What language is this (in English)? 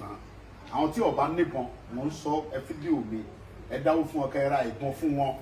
Yoruba